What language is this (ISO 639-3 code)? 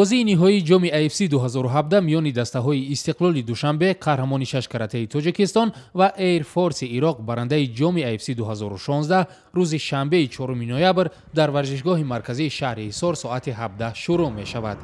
tgk